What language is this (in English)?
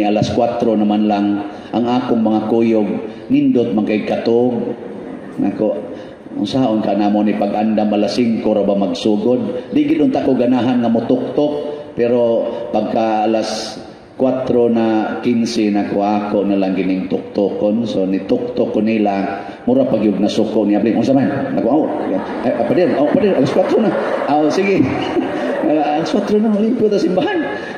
Cebuano